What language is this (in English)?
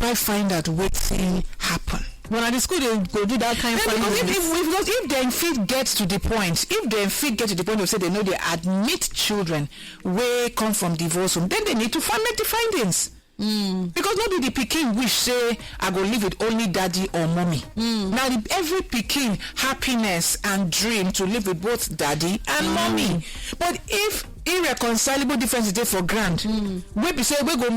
Nigerian Pidgin